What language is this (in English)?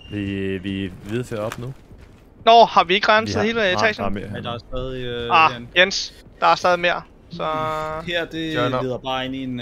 Danish